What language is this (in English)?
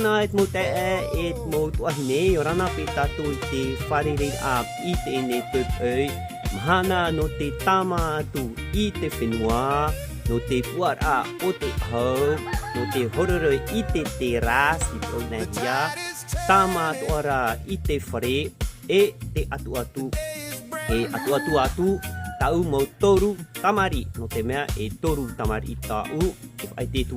Tahitian